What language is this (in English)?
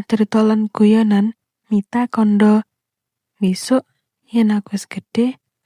Javanese